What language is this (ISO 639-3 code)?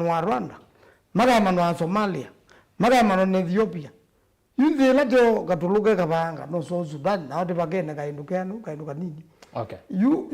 kam